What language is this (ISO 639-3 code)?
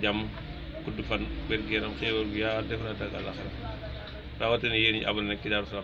wol